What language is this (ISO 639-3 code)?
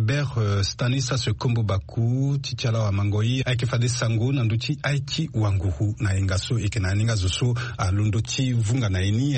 sag